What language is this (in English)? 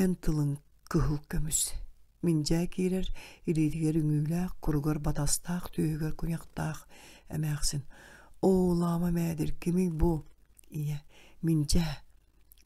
Yakut